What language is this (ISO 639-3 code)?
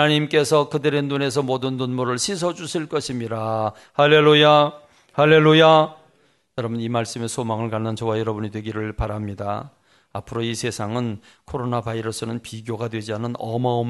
kor